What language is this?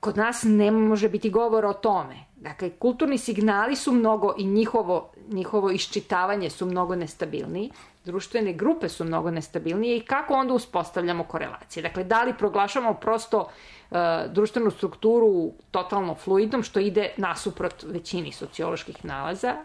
Serbian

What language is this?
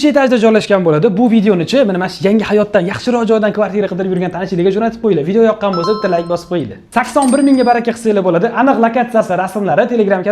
Uzbek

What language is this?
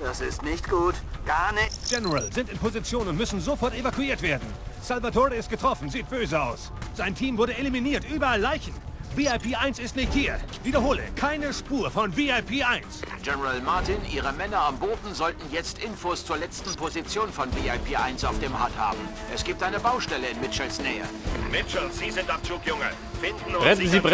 Bavarian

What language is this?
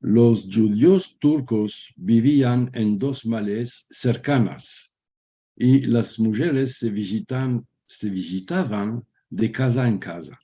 Ladino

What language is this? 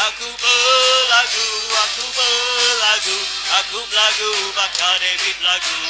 Iban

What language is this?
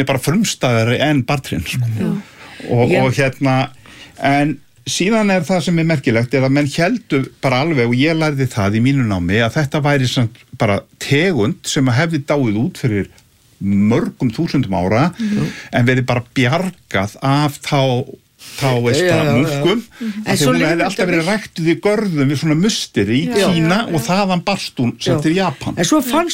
Icelandic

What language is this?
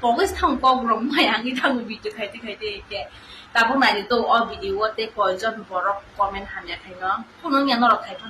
Kok Borok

